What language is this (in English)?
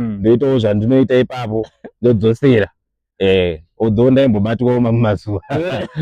Shona